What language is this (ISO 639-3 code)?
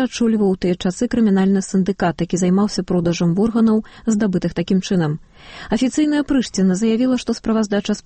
bel